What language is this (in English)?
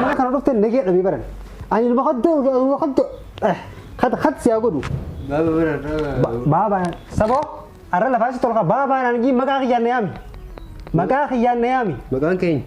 Oromo